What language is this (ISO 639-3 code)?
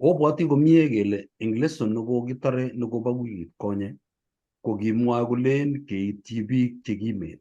kln